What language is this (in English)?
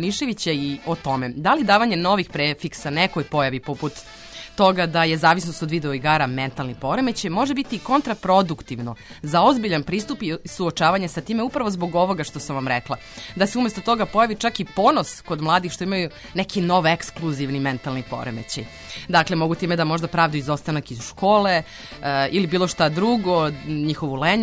Serbian